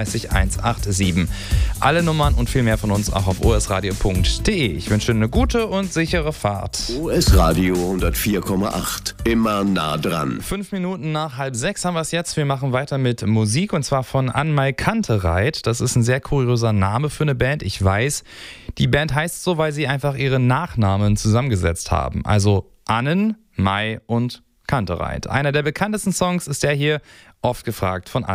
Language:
German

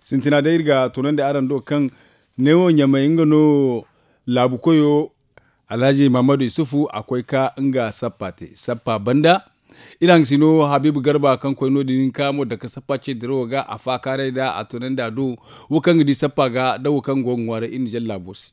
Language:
Zarma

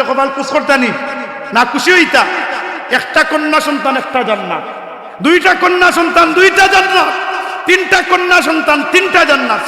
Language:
Sylheti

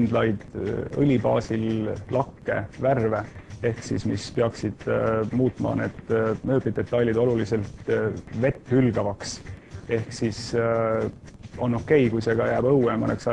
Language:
Estonian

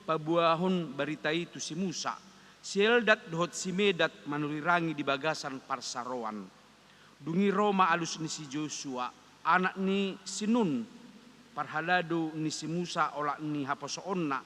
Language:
Batak Toba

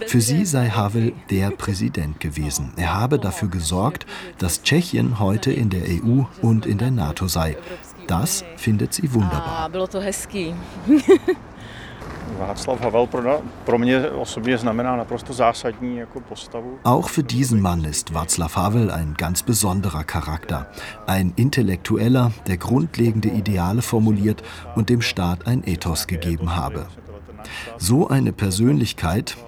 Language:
German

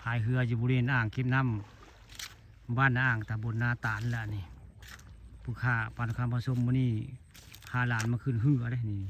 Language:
Northeastern Thai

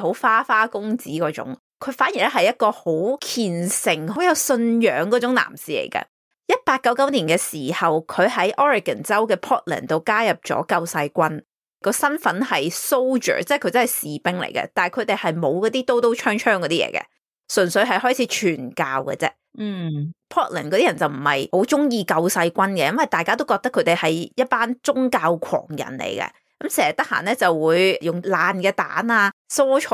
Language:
Cantonese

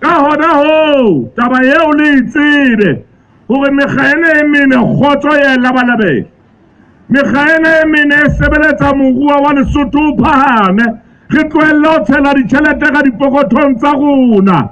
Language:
Southern Sotho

